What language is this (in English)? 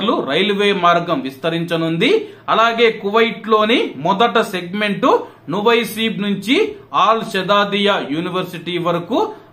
Telugu